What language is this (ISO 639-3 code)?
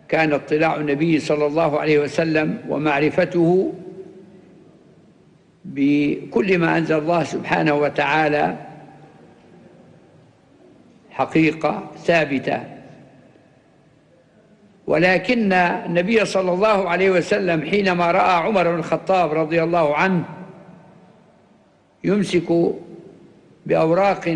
ara